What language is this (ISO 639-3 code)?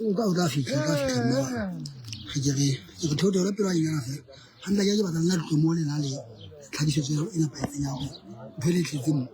sot